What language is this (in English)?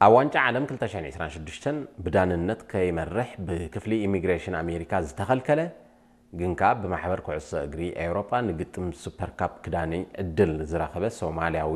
Tigrinya